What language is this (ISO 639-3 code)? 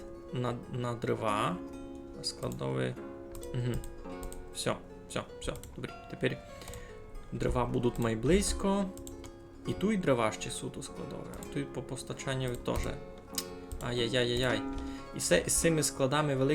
rue